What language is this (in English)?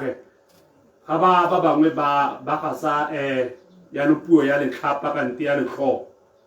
Tswana